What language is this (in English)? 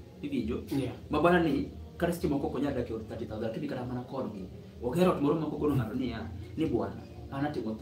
Luo (Kenya and Tanzania)